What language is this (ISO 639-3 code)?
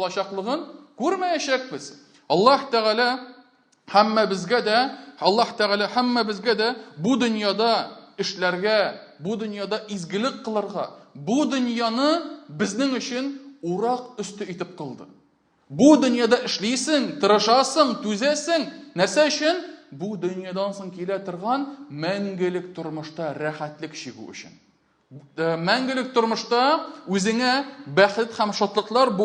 tat